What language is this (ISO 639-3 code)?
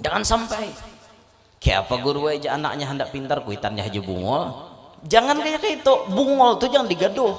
bjn